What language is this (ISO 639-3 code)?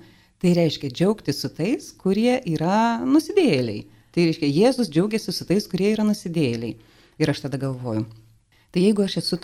lit